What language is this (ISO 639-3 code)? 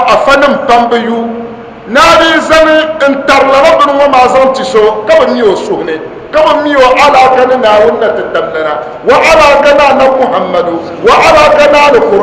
dag